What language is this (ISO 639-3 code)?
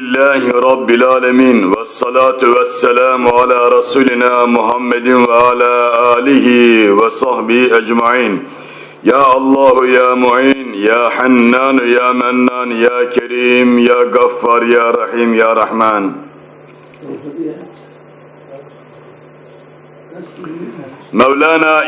tur